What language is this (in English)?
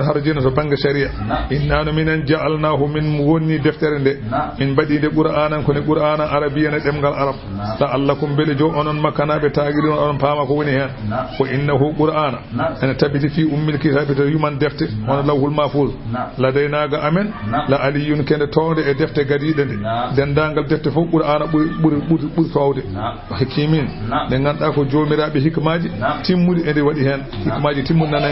Fula